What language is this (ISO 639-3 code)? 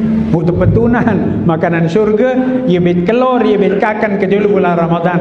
sas